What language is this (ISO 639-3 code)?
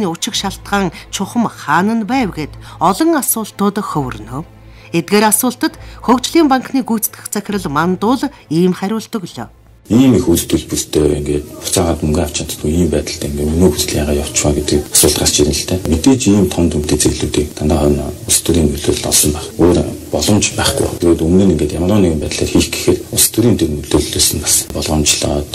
mon